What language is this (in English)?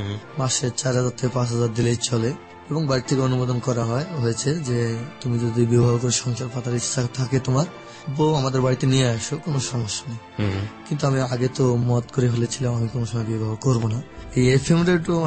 Bangla